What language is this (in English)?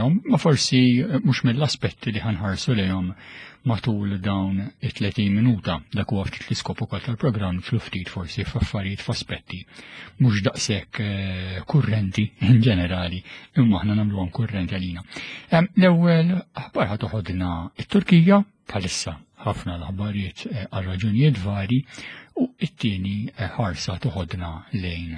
Maltese